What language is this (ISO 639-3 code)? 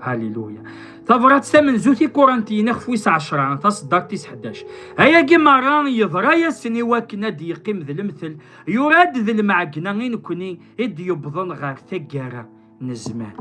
kab